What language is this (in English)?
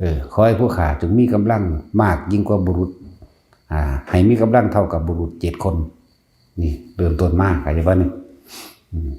Northeastern Thai